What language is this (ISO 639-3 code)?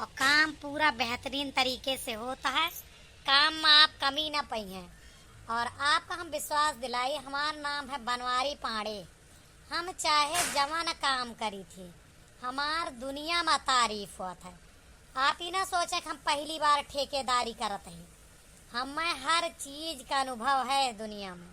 awa